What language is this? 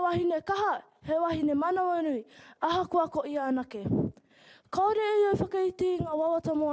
Māori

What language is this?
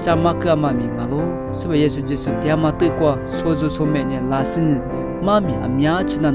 Lisu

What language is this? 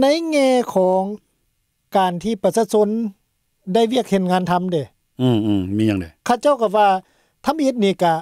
Lao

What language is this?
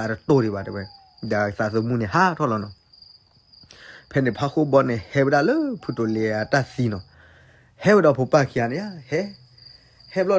S'gaw Karen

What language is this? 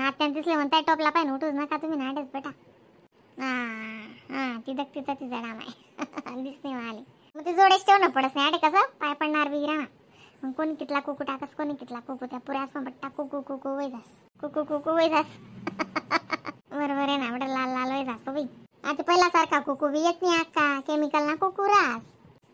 Khandesi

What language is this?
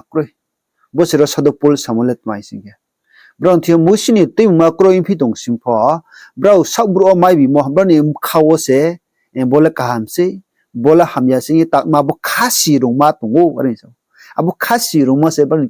Riang (India)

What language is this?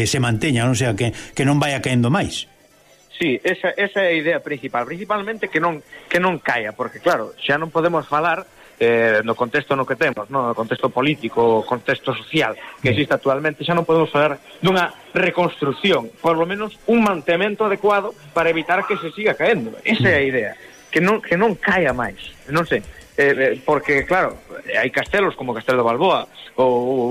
Galician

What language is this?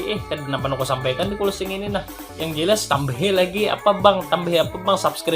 Banjar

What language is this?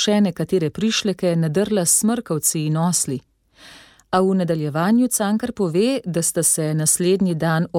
Slovenian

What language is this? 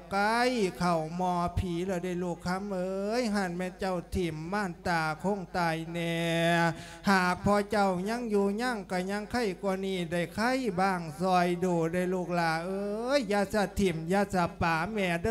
Lao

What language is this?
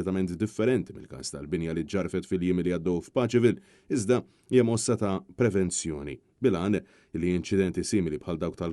Maltese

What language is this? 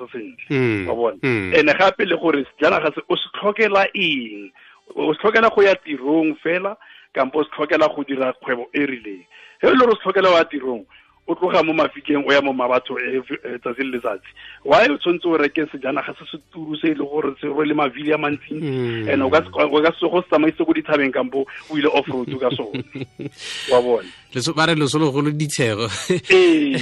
Tswana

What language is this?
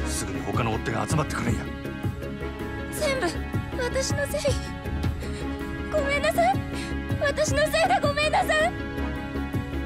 Japanese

